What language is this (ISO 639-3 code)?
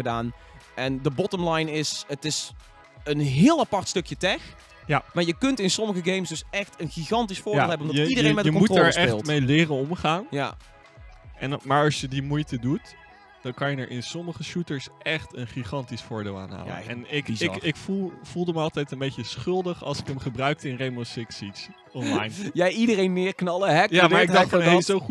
nld